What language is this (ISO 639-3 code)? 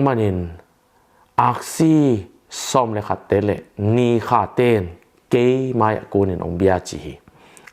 ctd